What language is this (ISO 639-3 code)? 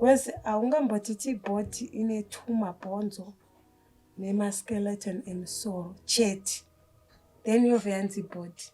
sna